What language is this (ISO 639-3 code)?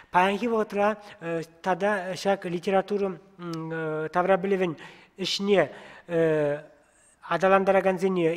chv